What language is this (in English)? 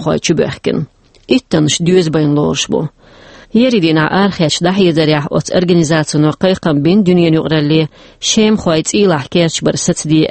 Chechen